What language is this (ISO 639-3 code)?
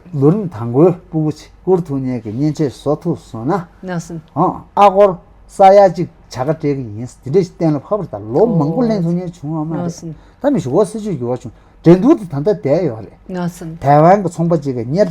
bod